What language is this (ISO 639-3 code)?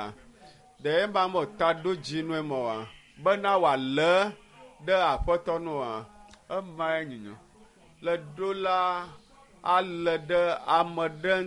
ewe